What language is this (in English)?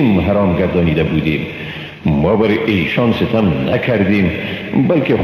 Persian